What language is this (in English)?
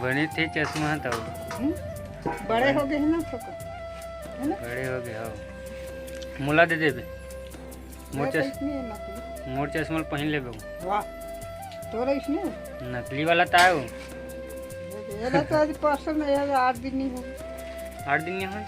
Chhattisgarhi